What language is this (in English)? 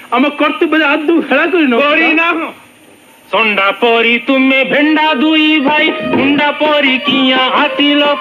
Odia